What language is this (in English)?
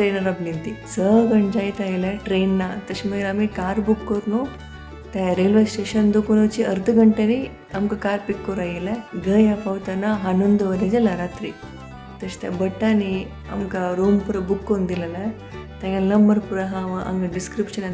Konkani